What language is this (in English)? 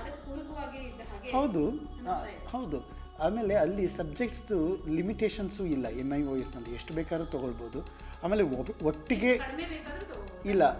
Kannada